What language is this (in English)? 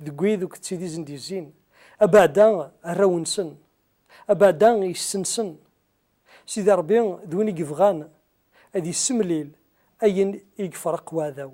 Kabyle